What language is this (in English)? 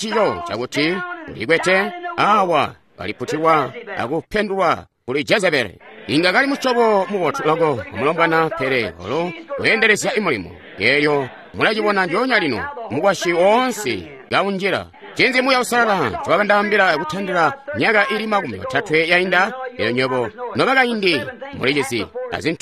Tonga (Zambia)